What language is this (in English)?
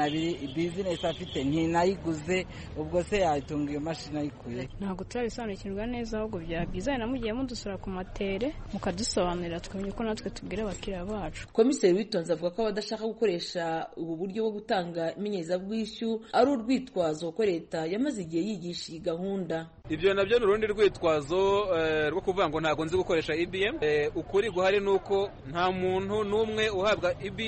Kinyarwanda